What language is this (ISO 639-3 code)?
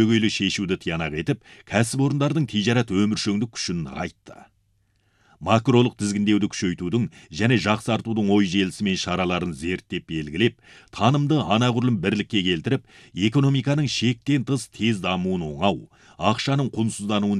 kaz